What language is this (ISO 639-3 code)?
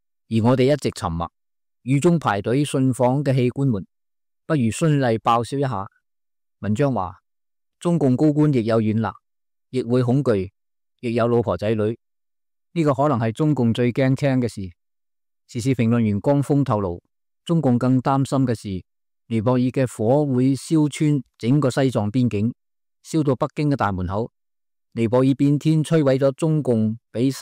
yue